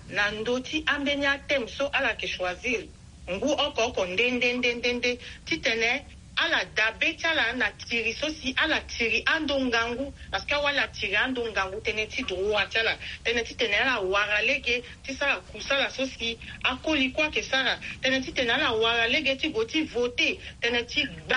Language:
Sango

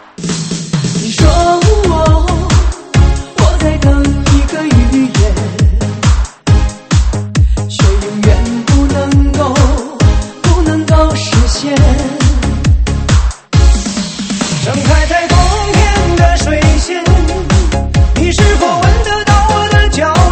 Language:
Chinese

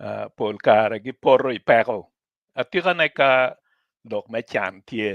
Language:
Acoli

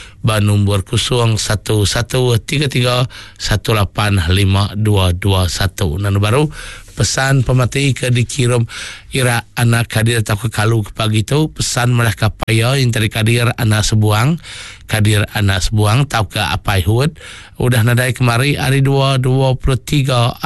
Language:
Iban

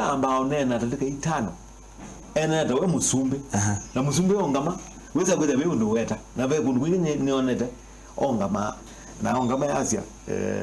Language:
Kamba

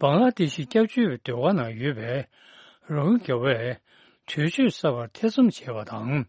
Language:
Tibetan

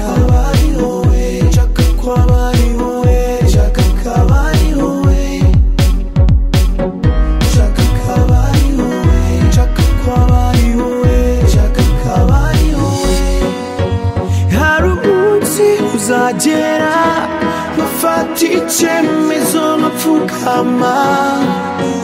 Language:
Kinyarwanda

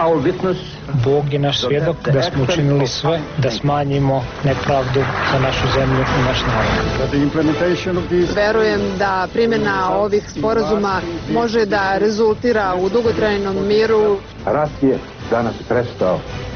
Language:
Bosnian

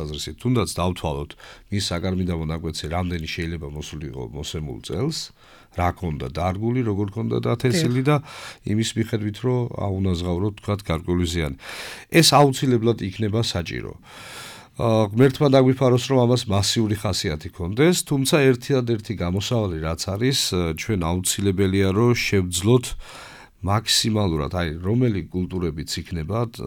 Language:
Georgian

